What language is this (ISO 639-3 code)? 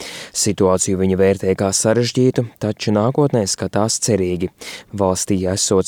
lav